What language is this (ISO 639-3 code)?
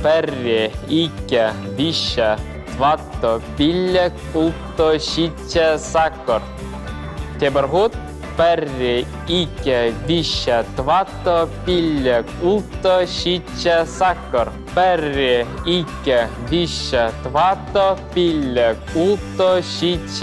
chv